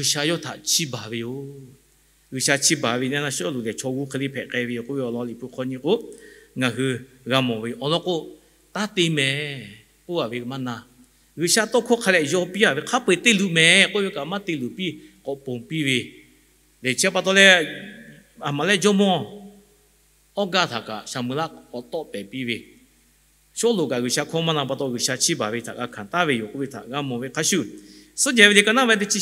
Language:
Lahu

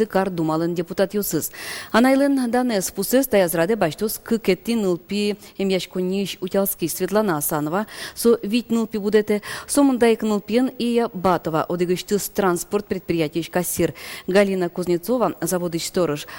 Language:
Udmurt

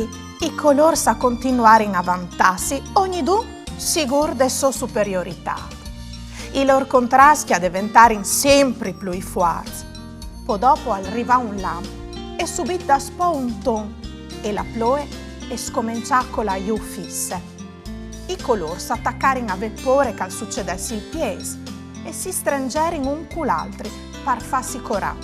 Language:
Friulian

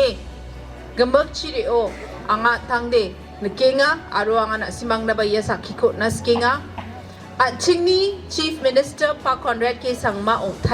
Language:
Garo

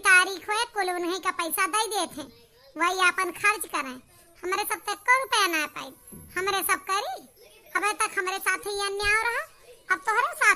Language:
Awadhi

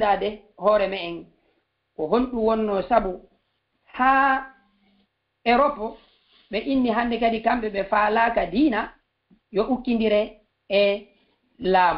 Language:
Fula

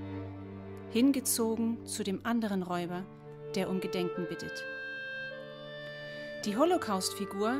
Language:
German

